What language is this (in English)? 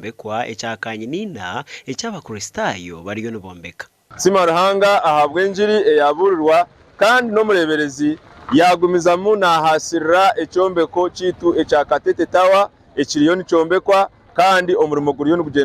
Nyankole